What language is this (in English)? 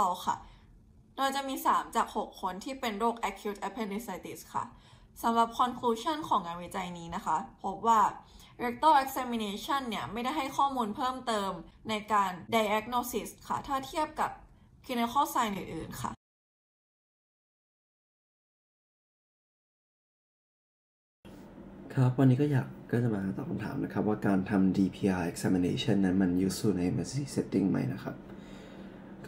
Thai